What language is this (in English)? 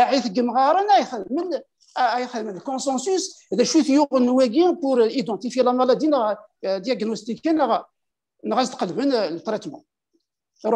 Kabyle